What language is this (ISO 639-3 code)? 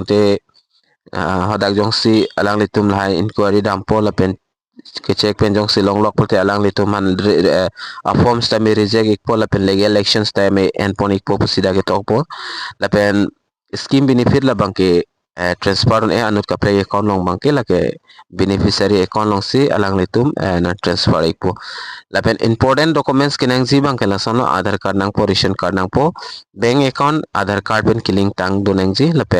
mjw